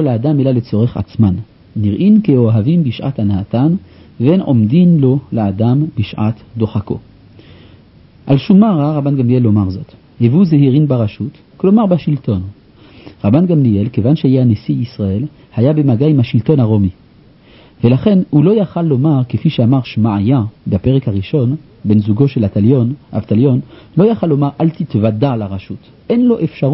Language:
Hebrew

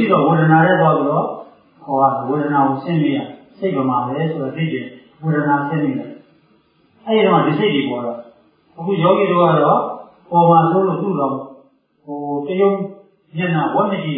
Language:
Burmese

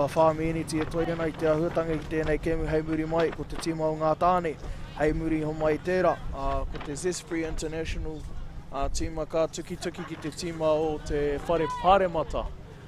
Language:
Māori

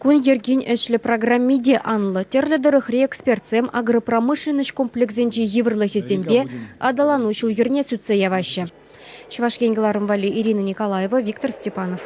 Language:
Chuvash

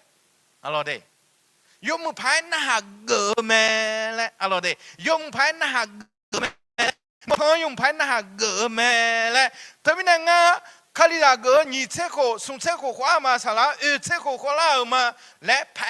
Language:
Akha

